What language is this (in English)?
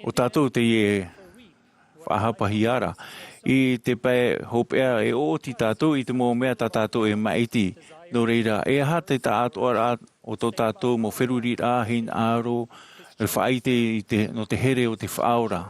Tahitian